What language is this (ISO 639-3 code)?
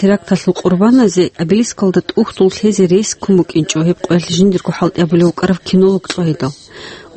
ava